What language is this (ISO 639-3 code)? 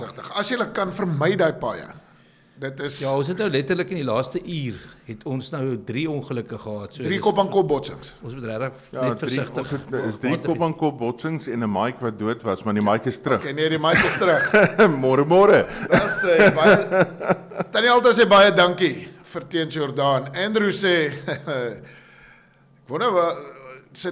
afr